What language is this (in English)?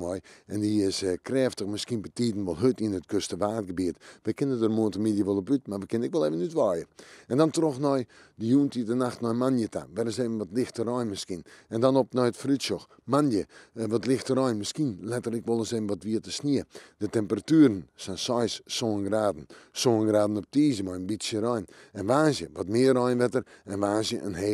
Western Frisian